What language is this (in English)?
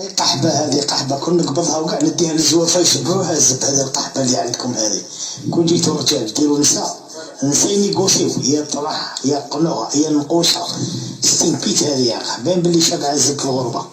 Algerian Arabic